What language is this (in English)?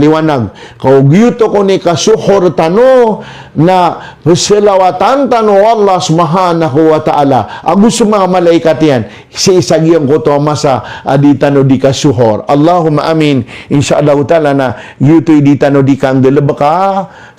Maranao